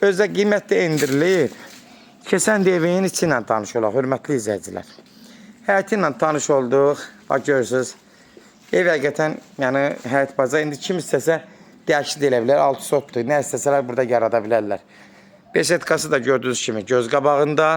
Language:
Azerbaijani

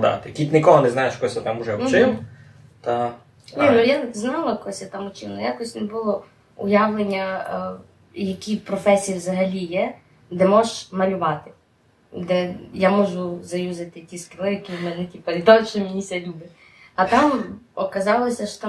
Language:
Rusyn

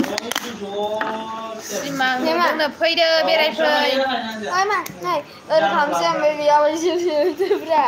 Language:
Bodo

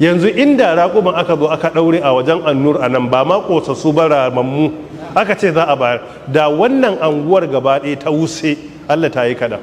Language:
Hausa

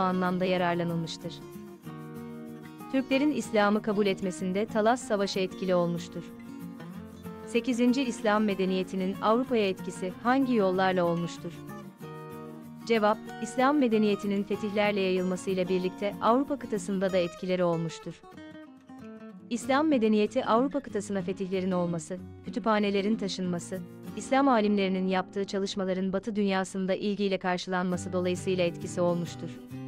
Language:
Turkish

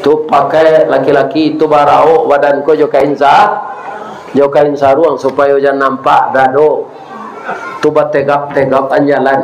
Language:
Minangkabau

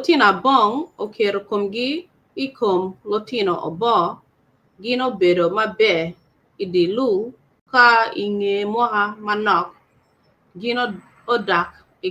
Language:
Acoli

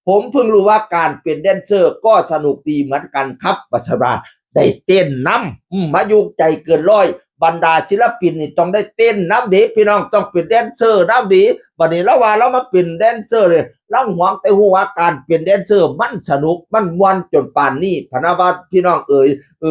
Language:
Northeastern Thai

